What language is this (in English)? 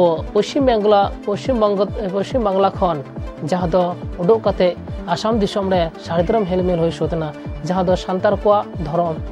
Santali